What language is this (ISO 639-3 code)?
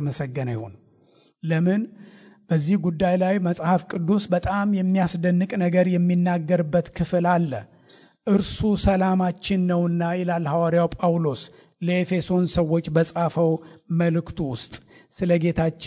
amh